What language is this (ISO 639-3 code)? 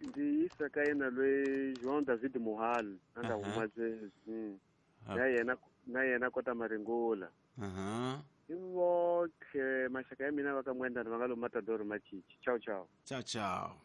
tso